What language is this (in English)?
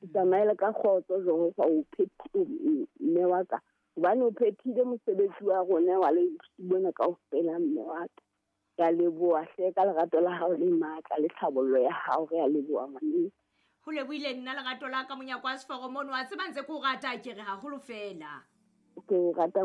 Southern Sotho